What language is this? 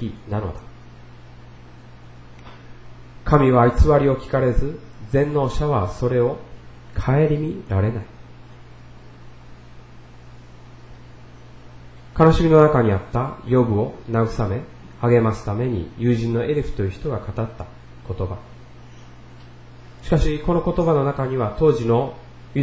Japanese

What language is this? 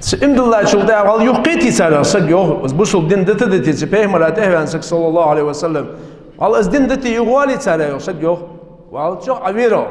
Ingush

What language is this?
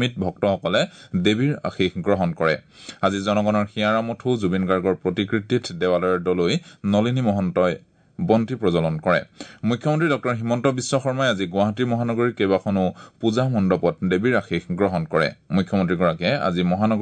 Assamese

